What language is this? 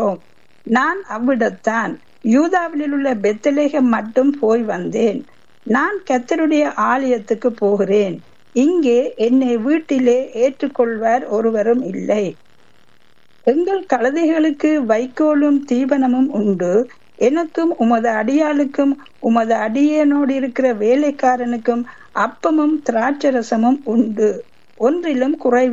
Tamil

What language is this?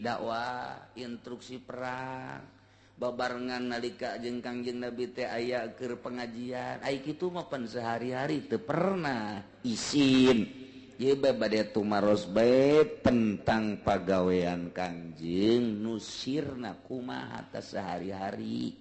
Sundanese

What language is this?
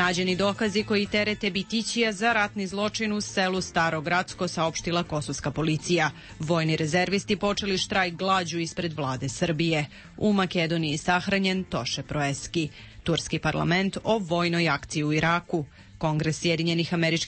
Serbian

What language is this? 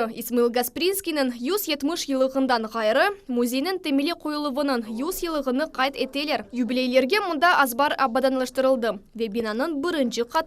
Crimean Tatar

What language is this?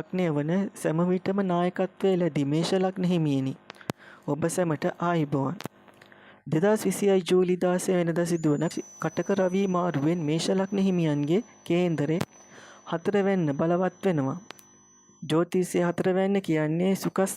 Sinhala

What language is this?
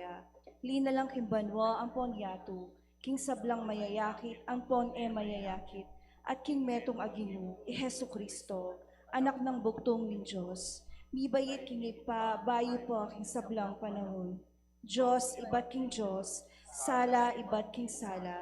Pampanga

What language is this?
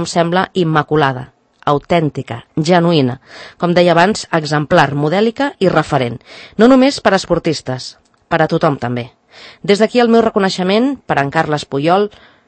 Catalan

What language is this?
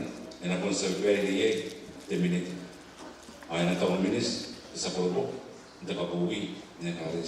Gilbertese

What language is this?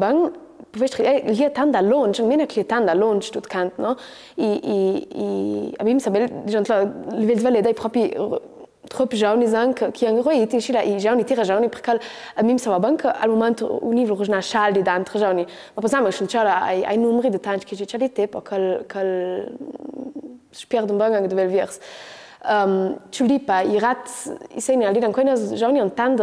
Ladin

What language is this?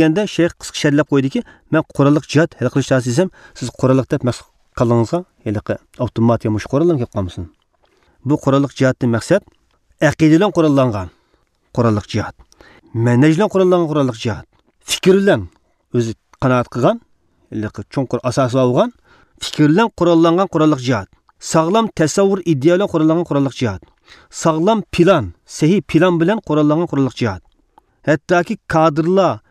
Uyghur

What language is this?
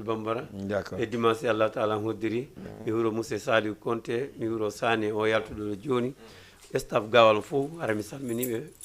Fula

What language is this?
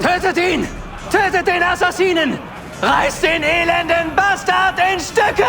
Bavarian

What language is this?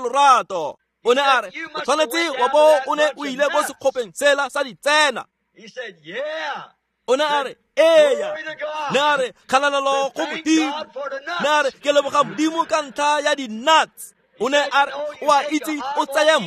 Tswana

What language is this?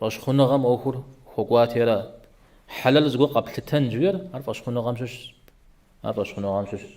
Kabardian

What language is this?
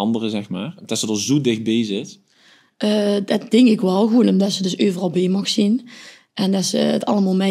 Limburgish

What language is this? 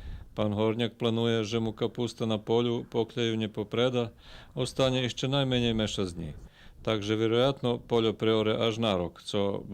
Rusyn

